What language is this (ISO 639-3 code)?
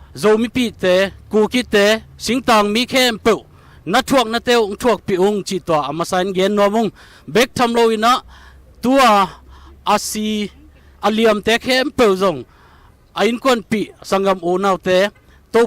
ctd